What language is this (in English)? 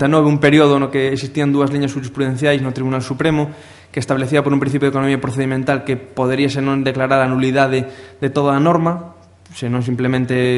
Galician